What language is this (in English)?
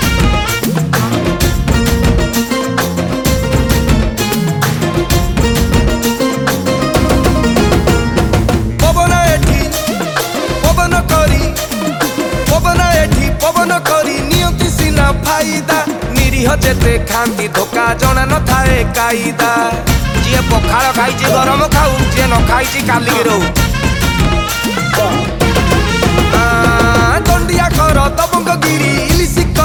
Odia